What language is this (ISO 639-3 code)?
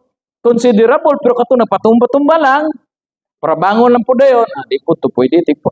ceb